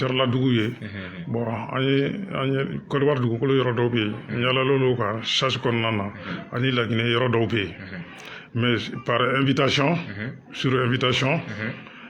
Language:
Bambara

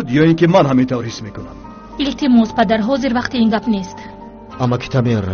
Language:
Tajik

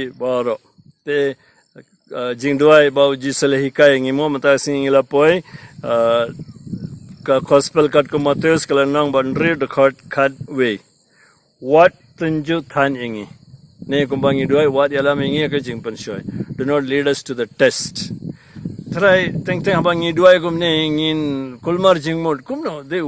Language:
Khasi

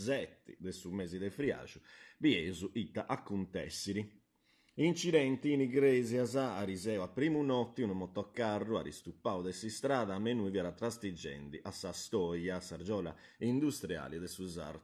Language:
Sardinian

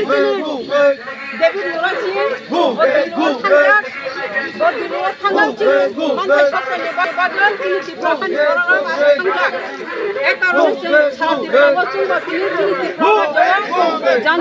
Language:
Kok Borok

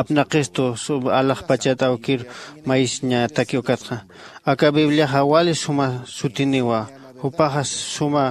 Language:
Aymara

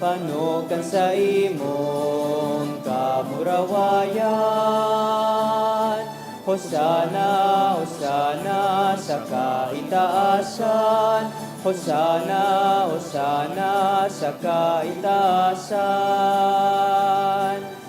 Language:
Bikol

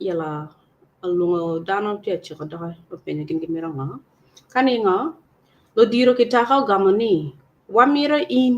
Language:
Acoli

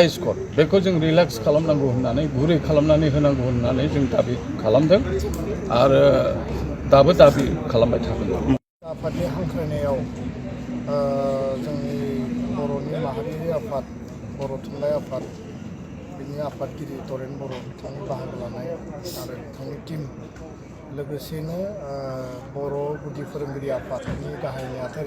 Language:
Bodo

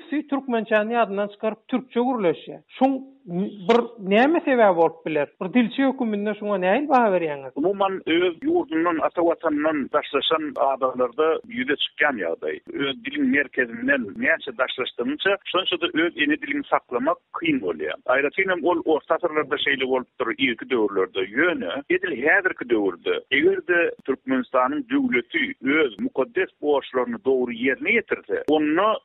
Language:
Turkmen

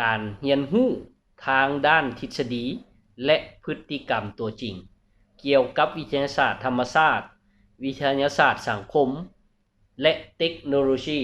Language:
Lao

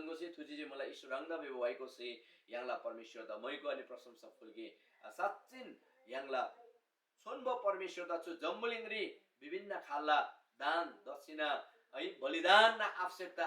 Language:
Eastern Tamang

